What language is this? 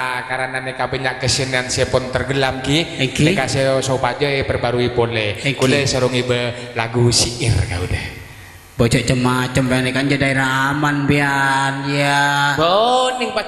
Madurese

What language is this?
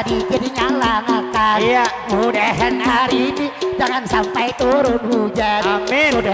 Banjar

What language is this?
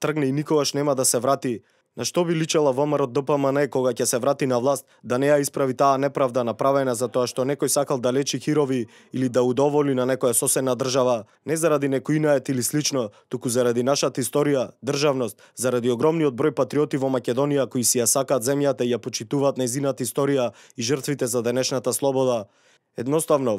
Macedonian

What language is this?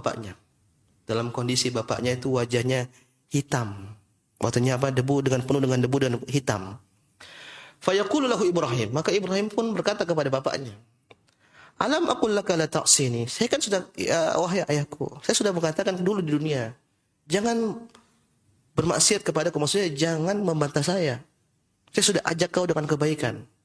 Indonesian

